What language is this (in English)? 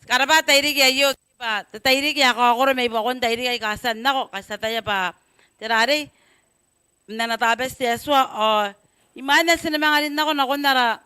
Gilbertese